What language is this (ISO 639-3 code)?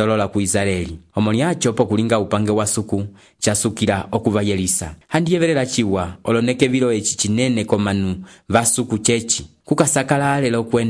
umb